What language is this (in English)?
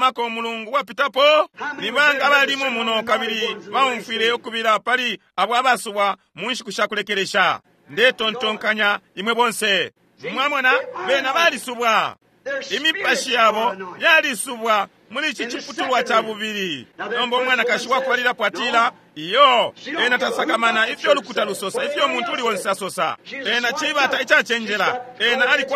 Bemba